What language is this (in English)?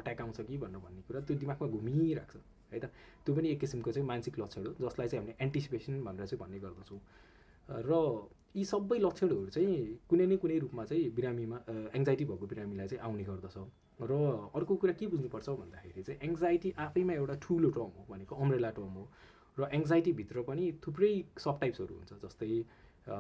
Nepali